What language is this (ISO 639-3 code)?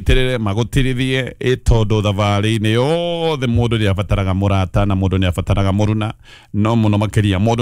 kik